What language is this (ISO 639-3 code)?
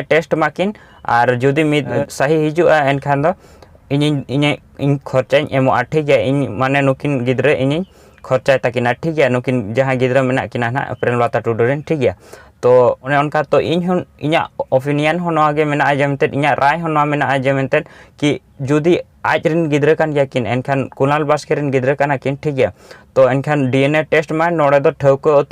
sat